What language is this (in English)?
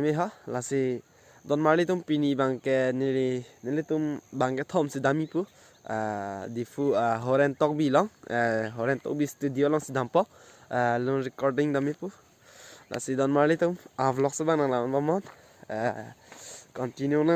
Karbi